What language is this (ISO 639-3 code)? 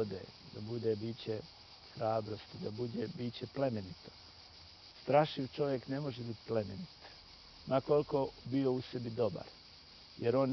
bos